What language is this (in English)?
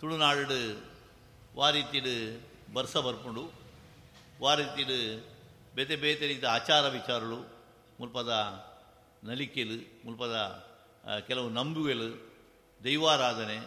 Tulu